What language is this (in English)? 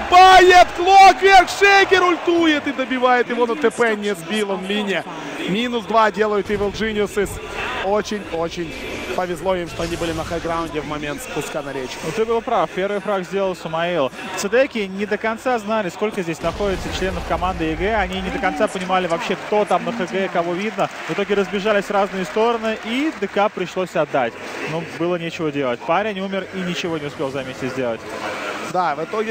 Russian